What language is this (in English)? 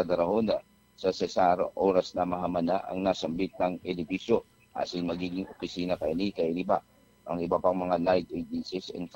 Bikol